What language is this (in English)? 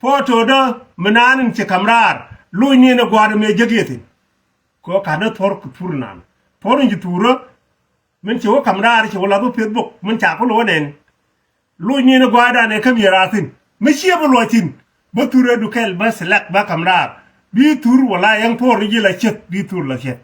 Nuer